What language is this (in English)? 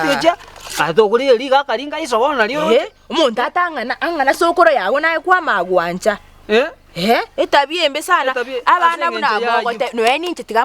Gusii